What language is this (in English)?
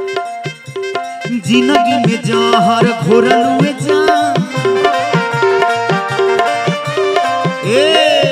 Bhojpuri